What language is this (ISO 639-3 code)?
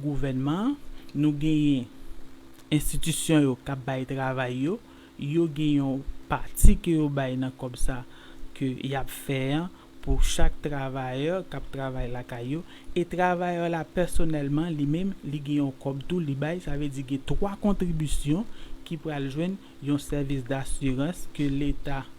hat